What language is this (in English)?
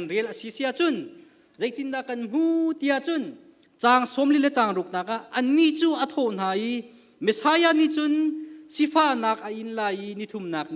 Hakha Chin